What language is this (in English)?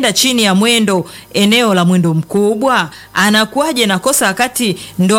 Swahili